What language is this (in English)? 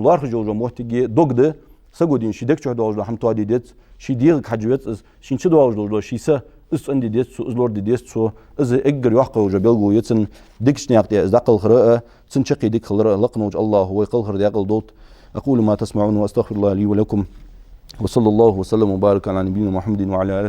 Ingush